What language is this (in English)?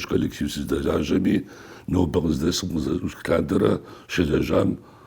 Kabardian